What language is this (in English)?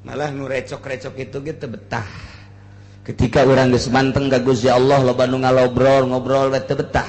Sundanese